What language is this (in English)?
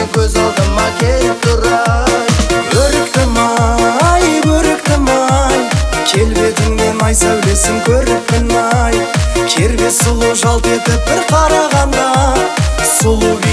Kazakh